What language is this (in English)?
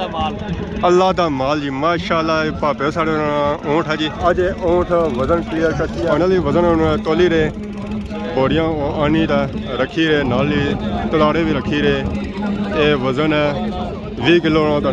Pahari-Potwari